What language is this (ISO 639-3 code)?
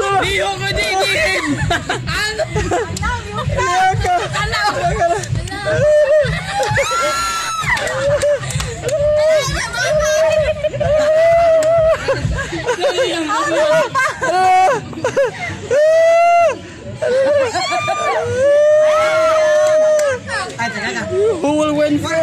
fil